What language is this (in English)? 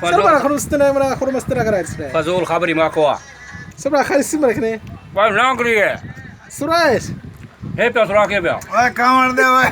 Saraiki